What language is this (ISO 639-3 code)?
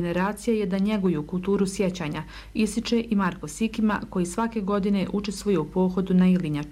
bos